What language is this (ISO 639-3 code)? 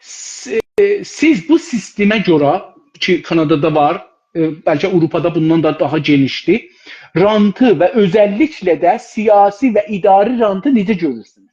azb